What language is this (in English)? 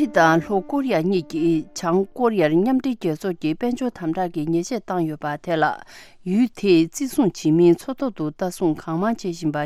Tibetan